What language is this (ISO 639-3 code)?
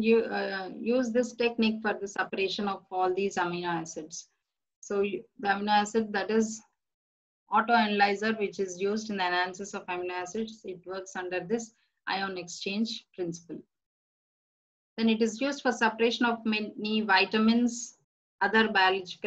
eng